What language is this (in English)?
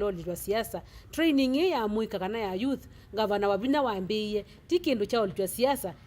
Kamba